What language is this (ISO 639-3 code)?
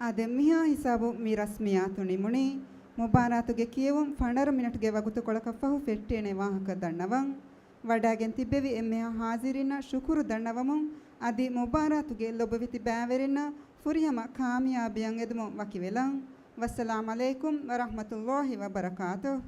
div